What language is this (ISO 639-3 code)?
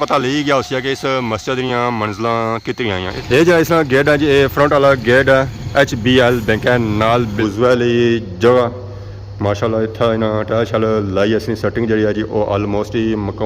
phr